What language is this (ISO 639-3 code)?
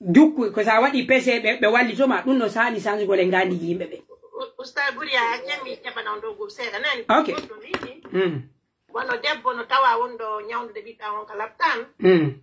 fuf